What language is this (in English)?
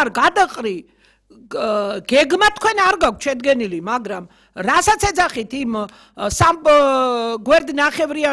Georgian